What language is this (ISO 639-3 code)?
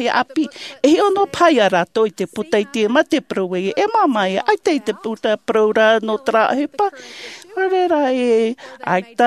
tah